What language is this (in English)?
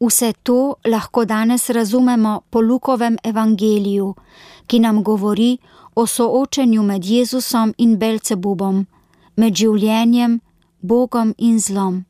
Slovenian